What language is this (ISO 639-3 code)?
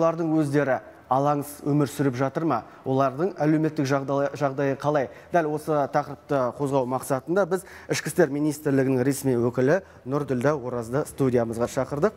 kaz